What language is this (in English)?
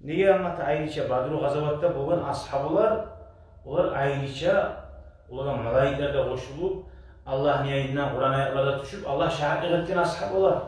Kumyk